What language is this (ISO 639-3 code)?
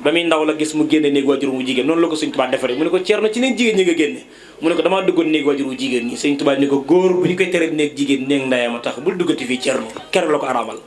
wol